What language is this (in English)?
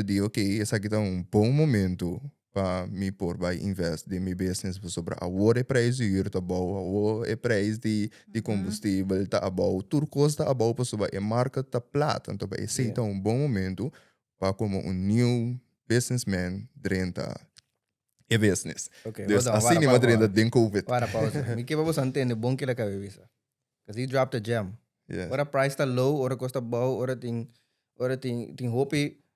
Papiamento